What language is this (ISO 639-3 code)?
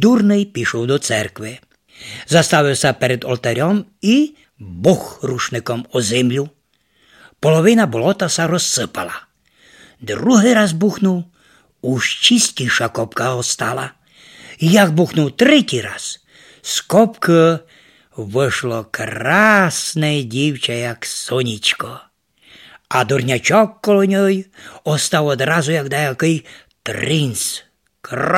rue